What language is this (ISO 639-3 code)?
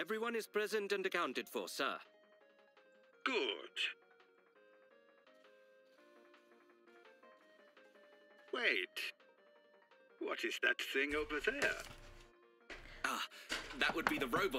eng